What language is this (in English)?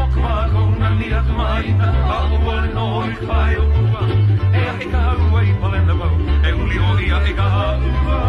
Hawaiian